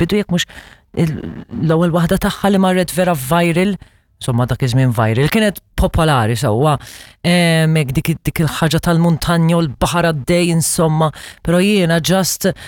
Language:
Maltese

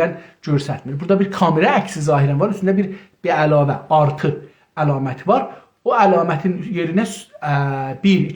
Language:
South Azerbaijani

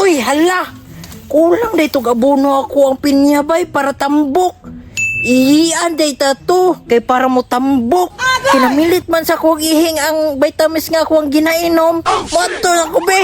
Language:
Cebuano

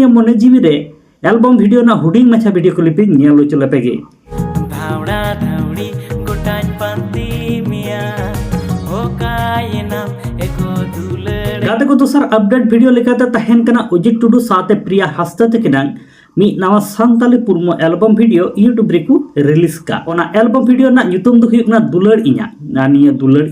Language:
Santali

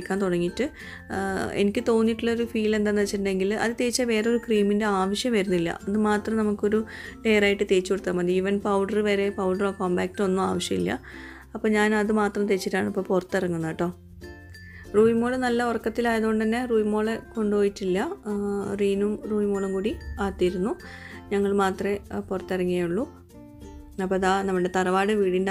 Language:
Malayalam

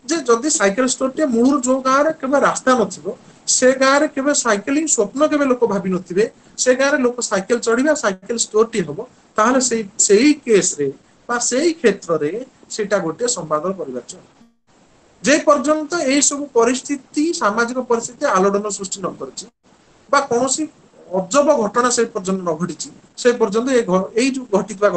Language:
Odia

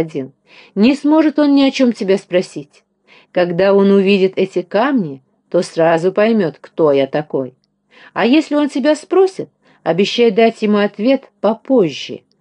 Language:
Russian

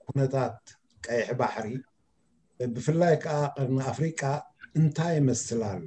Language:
Tigrinya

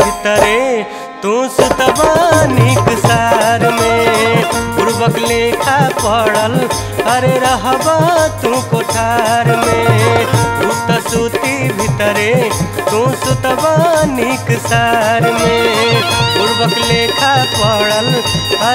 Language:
Bhojpuri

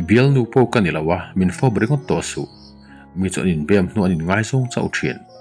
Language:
Mizo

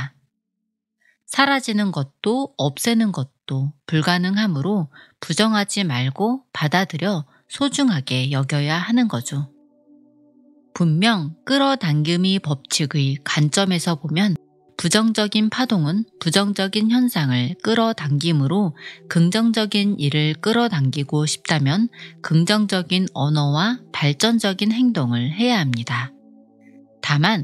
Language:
Korean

